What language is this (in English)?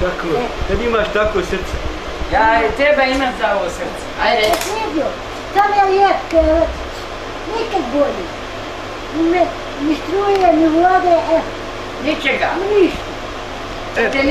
Bosnian